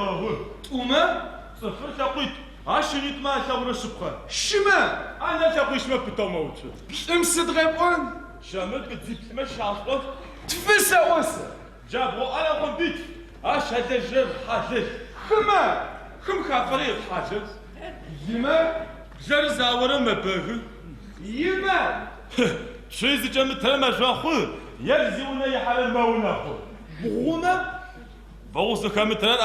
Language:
Adyghe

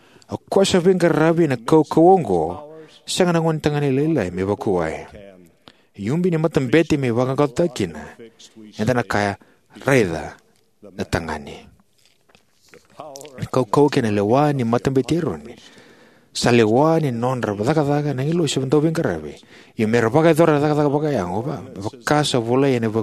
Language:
Fijian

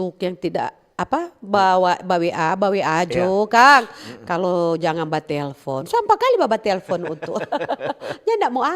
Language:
Manado Malay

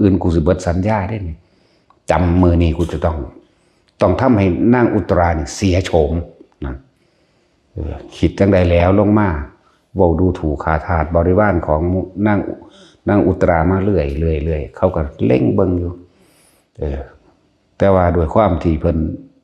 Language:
Northeastern Thai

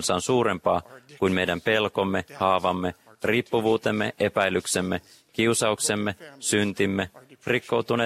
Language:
Finnish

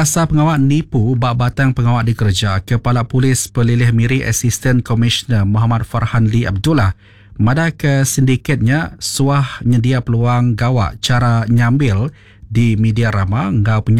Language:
Iban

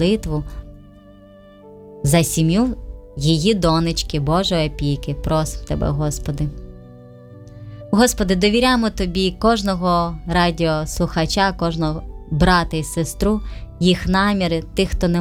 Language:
Ukrainian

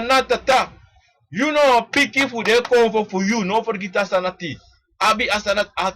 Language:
Sranan Tongo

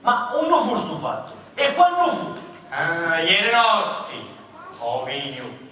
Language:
Sicilian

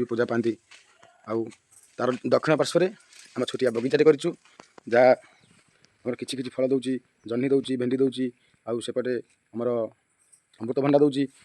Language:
Odia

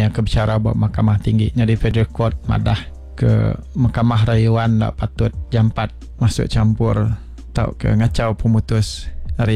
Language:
Iban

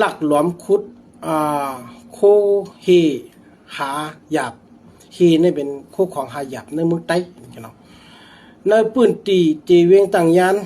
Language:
Shan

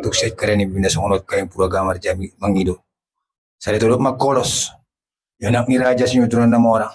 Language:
Batak Toba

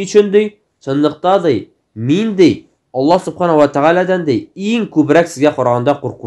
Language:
Tatar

